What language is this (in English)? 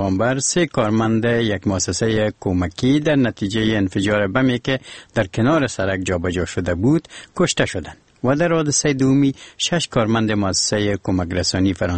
Persian